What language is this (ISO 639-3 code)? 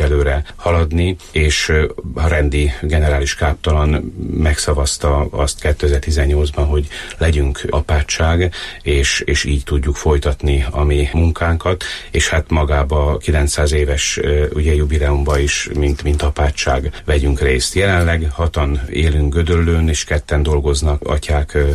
hun